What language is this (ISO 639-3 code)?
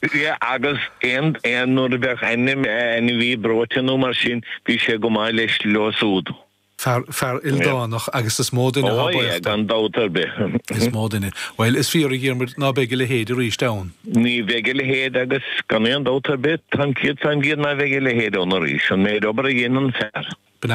gle